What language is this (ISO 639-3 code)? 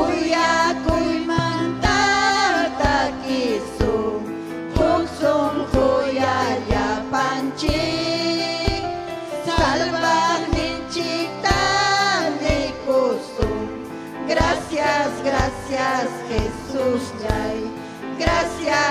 quy